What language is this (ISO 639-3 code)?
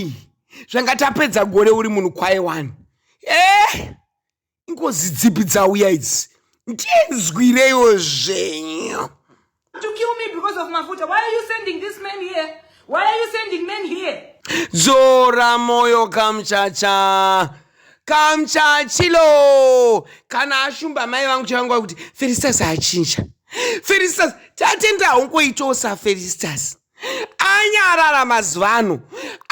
sna